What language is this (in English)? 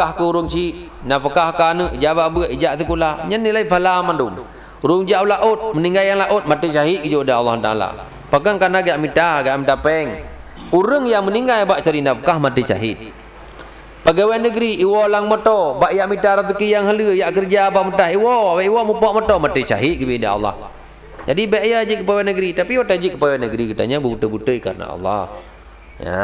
Achinese